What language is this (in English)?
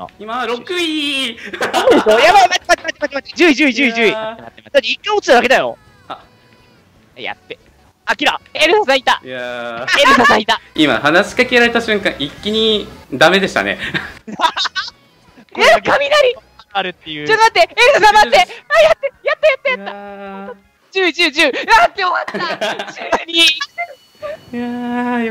Japanese